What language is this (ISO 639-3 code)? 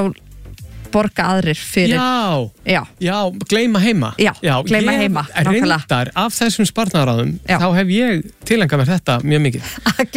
isl